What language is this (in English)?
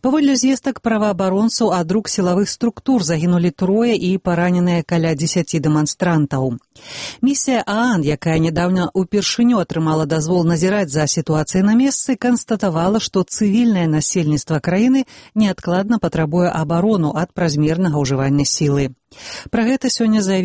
Belarusian